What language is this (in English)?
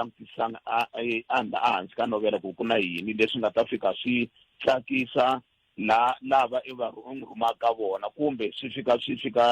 Tsonga